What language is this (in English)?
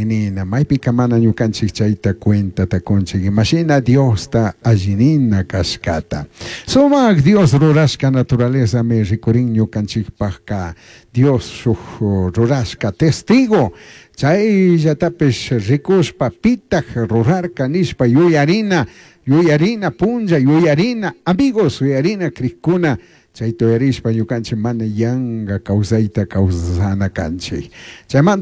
Chimborazo Highland Quichua